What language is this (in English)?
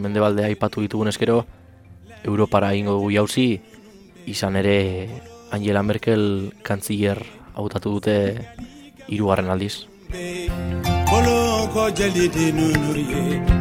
Basque